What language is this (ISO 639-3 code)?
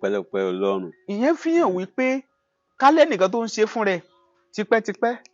yor